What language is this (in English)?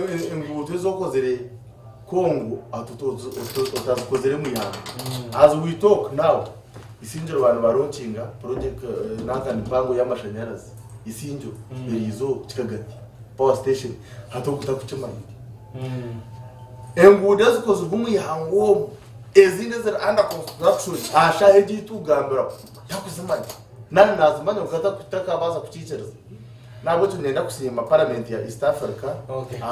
Nyankole